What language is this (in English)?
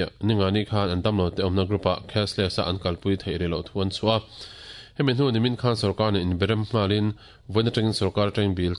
Mizo